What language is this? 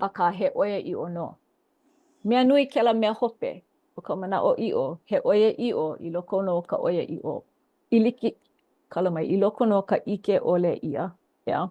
Hawaiian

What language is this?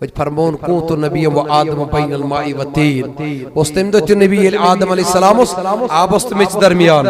Kashmiri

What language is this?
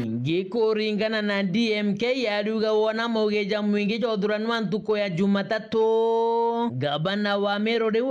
Meru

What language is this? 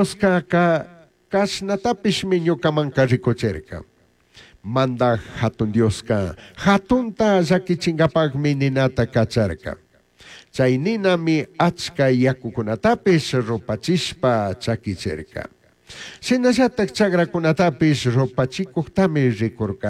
Chimborazo Highland Quichua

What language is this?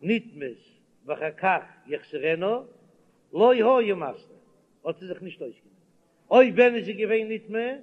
Yiddish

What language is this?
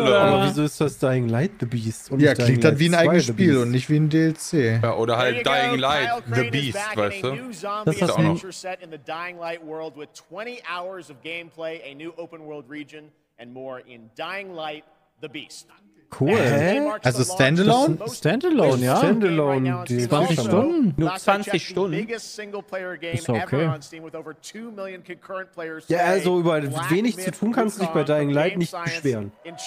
German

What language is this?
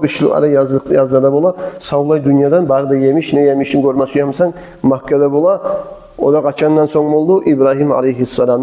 Kumyk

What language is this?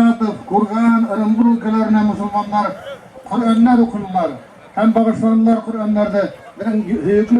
Bashkir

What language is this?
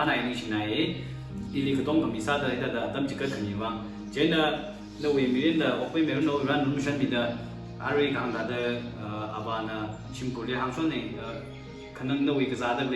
Tangkhul Naga (India)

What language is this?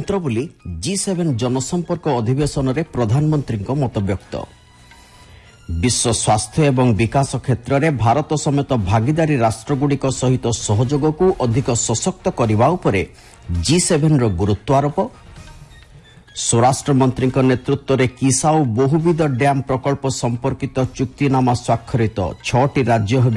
Odia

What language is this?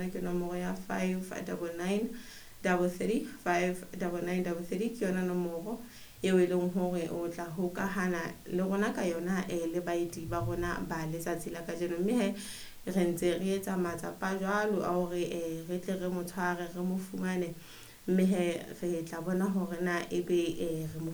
Southern Sotho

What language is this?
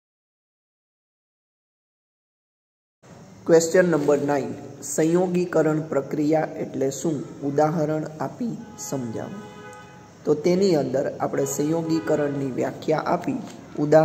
Gujarati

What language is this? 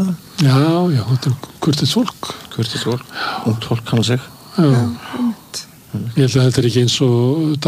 Icelandic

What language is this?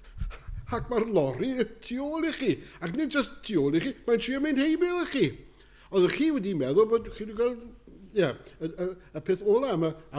Welsh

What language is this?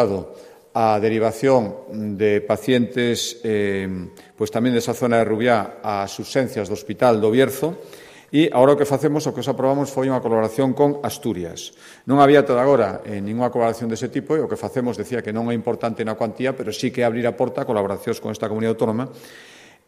Galician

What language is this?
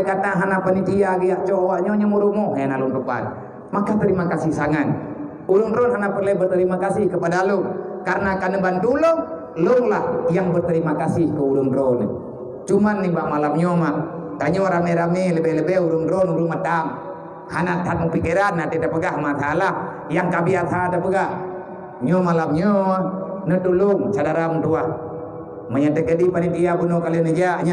Achinese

